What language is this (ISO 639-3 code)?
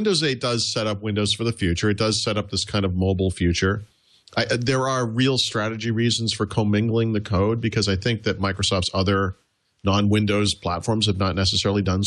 eng